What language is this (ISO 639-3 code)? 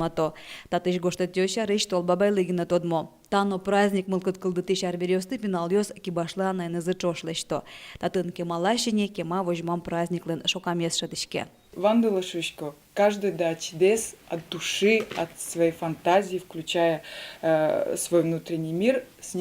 udm